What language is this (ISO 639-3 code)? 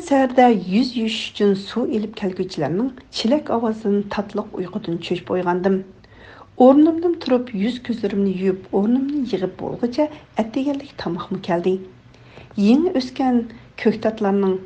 uig